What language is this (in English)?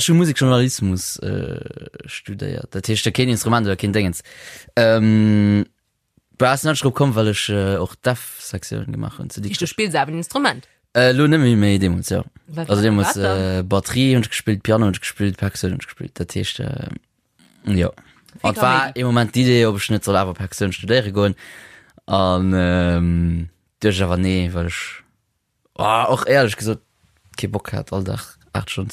Luxembourgish